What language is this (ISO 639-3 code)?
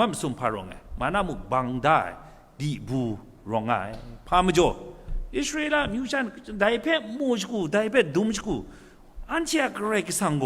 kac